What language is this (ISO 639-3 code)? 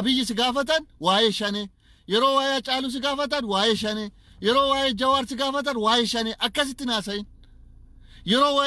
orm